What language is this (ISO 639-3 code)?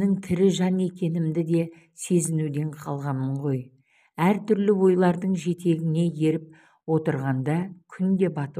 kaz